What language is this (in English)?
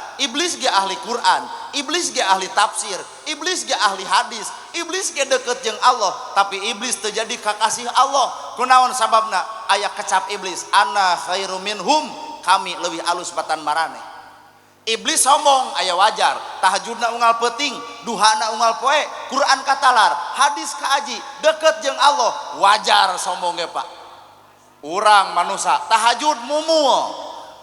Sundanese